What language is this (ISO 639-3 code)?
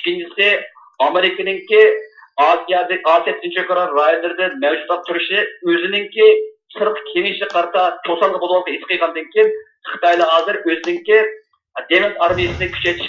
uig